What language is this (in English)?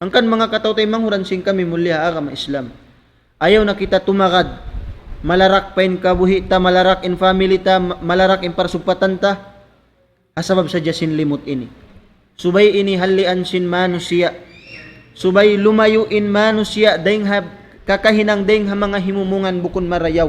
Tausug